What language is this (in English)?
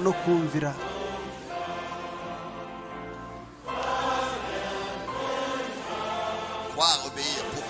Kinyarwanda